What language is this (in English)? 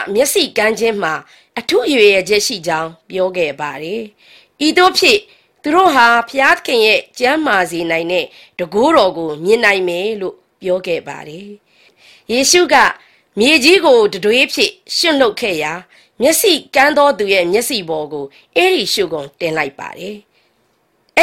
Burmese